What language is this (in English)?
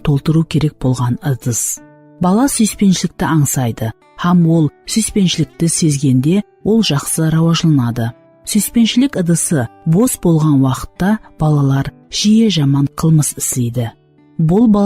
Kara-Kalpak